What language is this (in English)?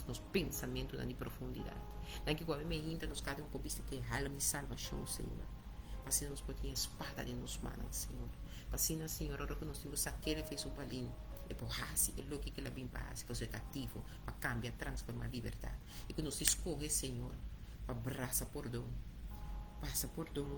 Papiamento